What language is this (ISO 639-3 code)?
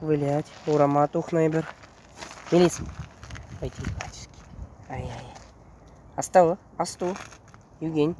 chv